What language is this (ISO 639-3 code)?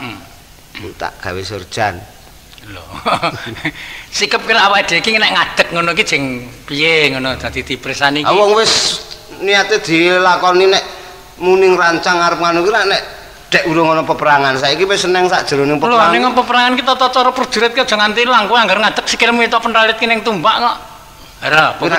jav